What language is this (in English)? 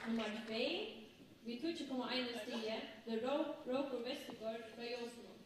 Faroese